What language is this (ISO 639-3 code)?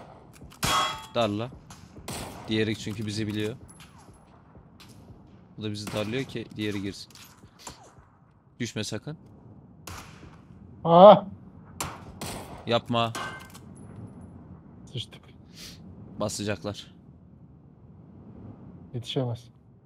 tur